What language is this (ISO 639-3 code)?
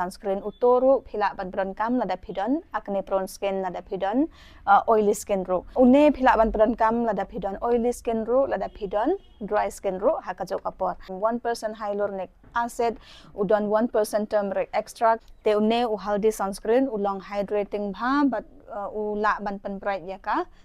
kha